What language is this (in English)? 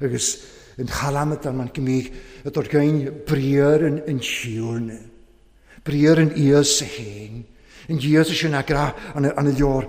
Welsh